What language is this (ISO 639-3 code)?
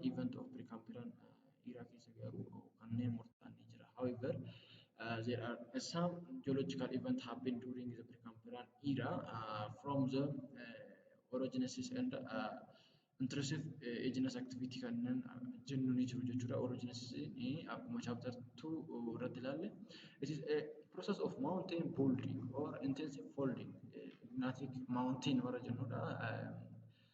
orm